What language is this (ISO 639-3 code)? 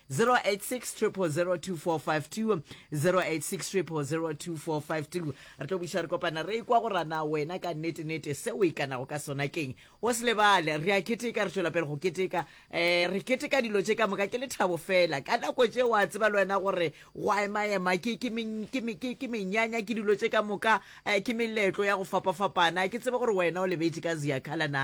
nso